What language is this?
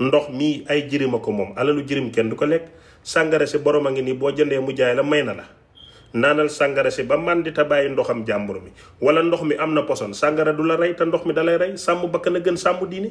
Wolof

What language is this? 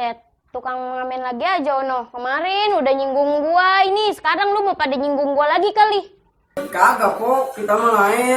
Betawi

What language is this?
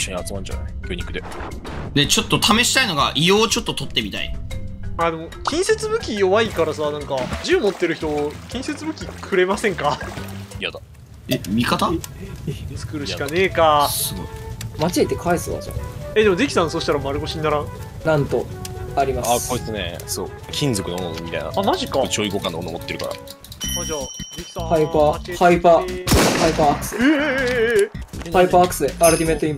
Japanese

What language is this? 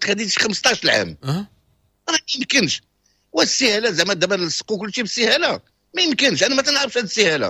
Moroccan Arabic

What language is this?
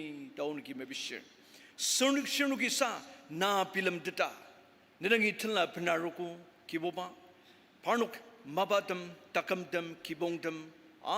Ao Naga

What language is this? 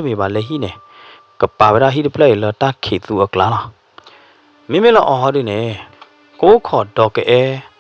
S'gaw Karen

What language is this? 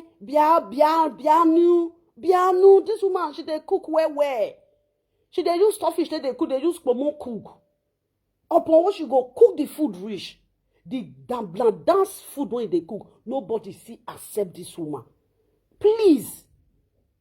Nigerian Pidgin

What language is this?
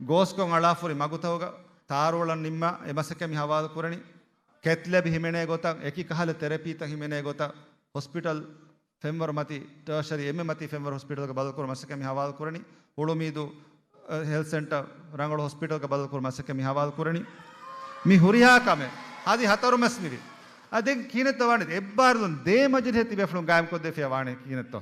Divehi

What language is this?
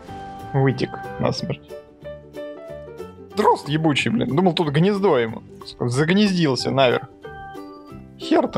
Russian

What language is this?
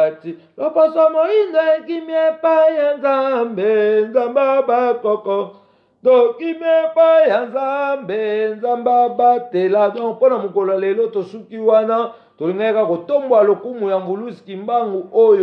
Lingala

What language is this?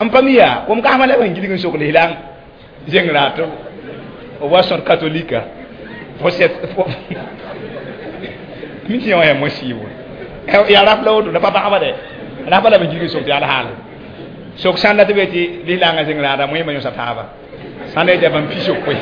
Mossi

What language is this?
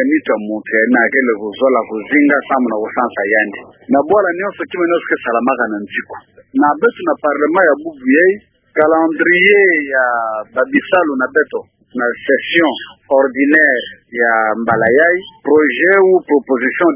Kituba (Democratic Republic of Congo)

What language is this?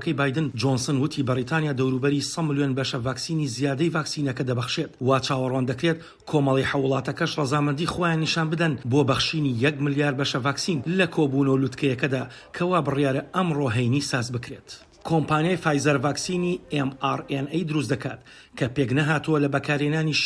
Central Kurdish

